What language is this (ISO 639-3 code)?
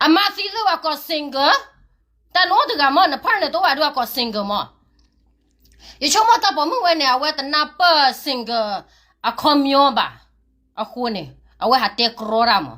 ksw